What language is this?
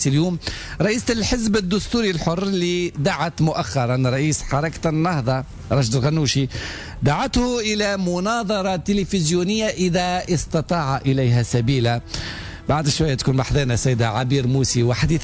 Tunisian Arabic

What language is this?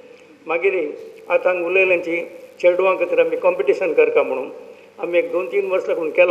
Konkani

